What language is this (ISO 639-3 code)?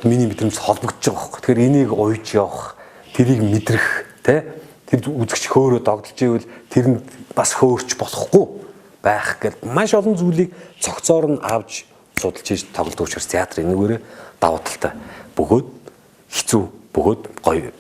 mon